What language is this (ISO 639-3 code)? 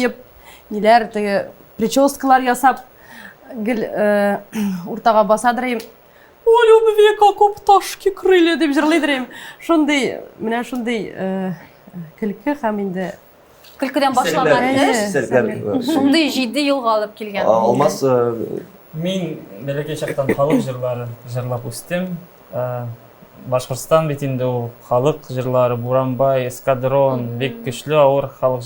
tat